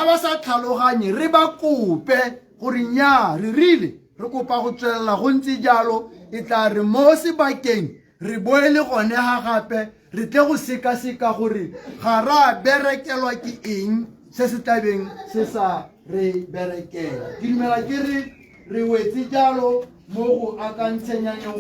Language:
Tswana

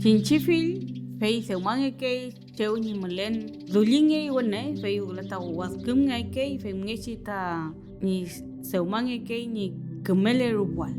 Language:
Mapuche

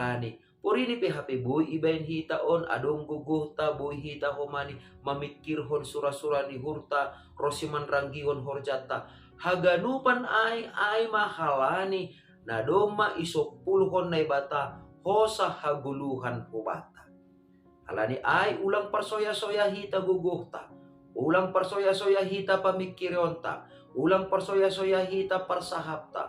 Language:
Batak Simalungun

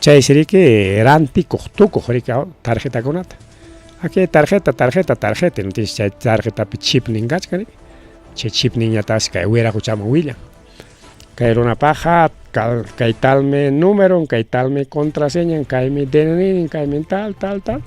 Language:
Ayacucho Quechua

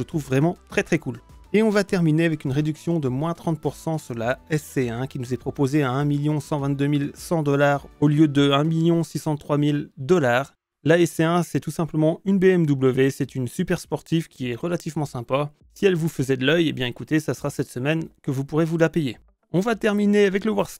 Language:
French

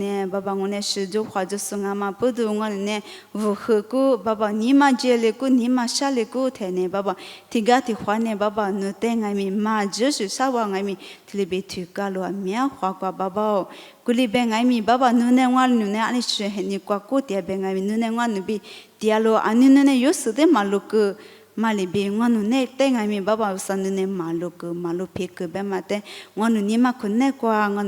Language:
Lisu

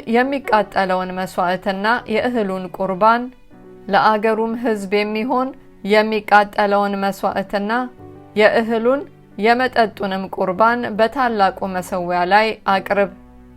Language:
Amharic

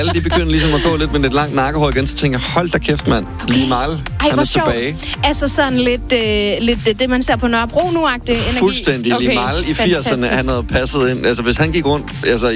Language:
Danish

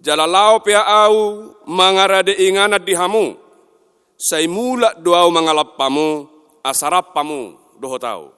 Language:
Batak Toba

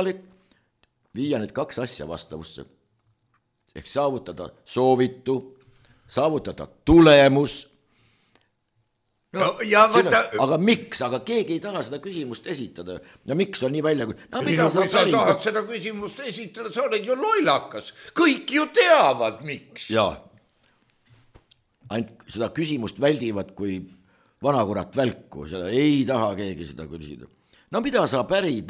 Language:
Estonian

